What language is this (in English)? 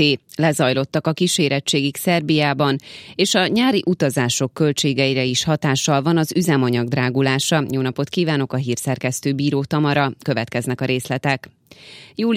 Hungarian